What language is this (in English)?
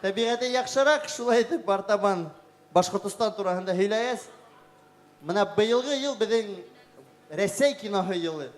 Bashkir